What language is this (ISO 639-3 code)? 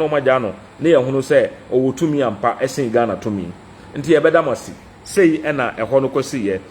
aka